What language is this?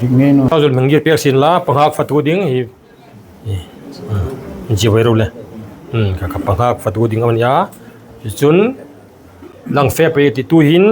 Hmar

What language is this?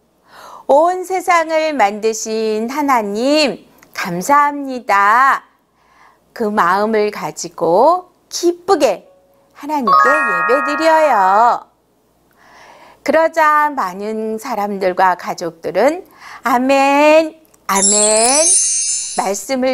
Korean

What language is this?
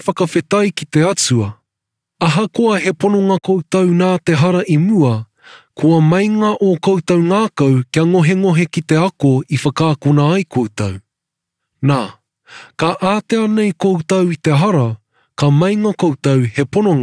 Māori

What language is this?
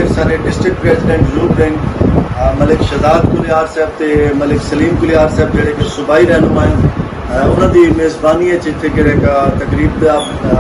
Saraiki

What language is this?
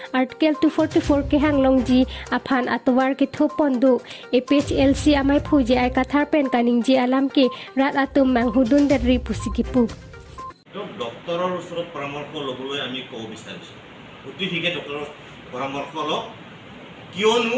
Karbi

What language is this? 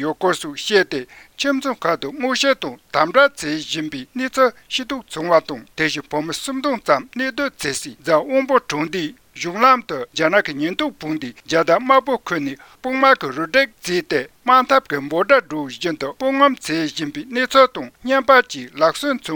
Tibetan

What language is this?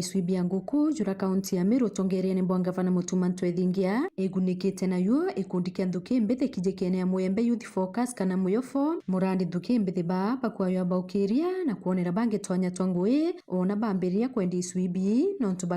Meru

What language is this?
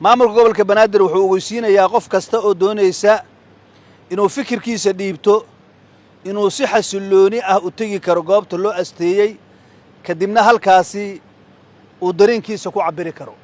Somali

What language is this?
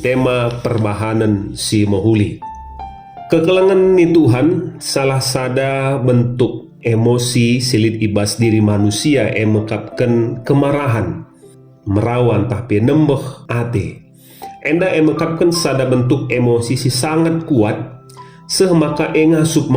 Batak Karo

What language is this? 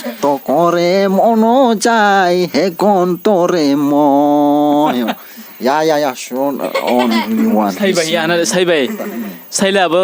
Riang (India)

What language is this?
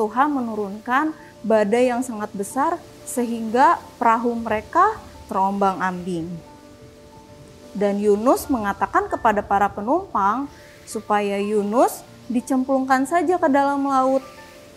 Indonesian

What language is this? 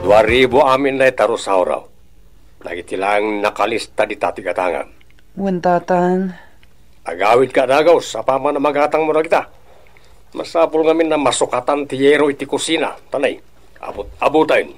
Iloko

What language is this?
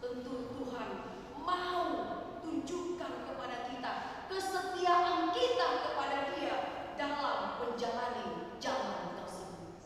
Batak Toba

